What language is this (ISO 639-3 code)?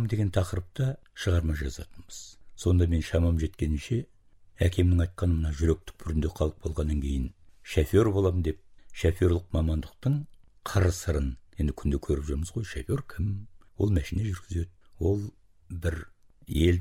kaz